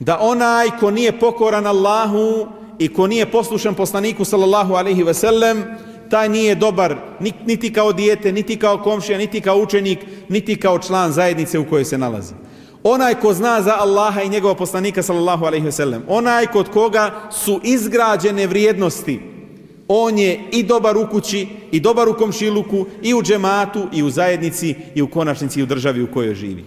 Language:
Bosnian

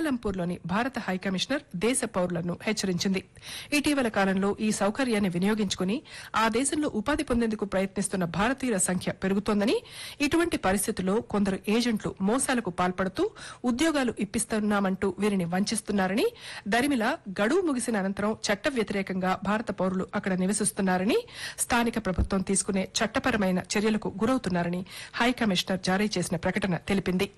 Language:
Telugu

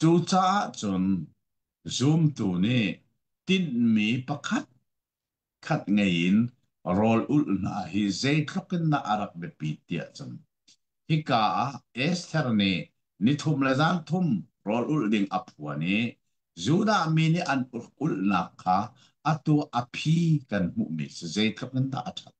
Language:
Hakha Chin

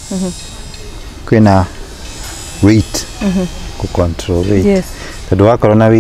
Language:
Kikuyu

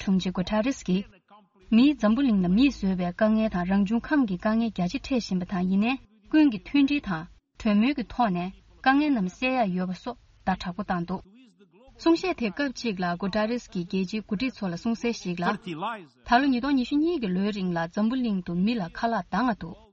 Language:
Tibetan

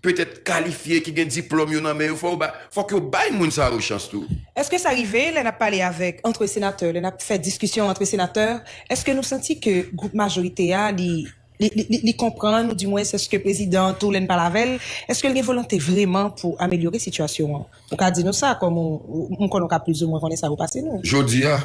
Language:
Haitian Creole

